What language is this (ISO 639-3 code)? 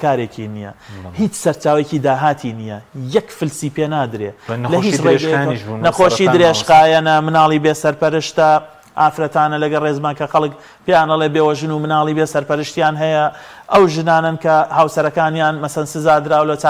ckb